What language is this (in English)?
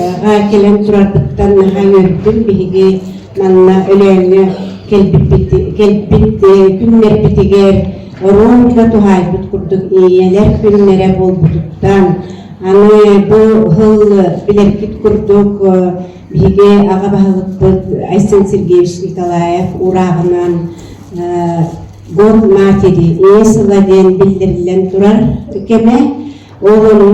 Yakut